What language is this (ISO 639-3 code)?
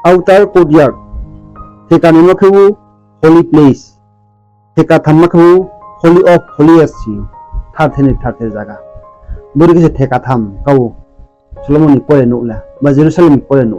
ria